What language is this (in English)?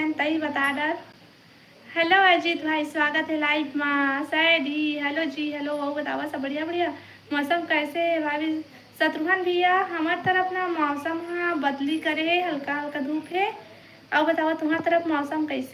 Chhattisgarhi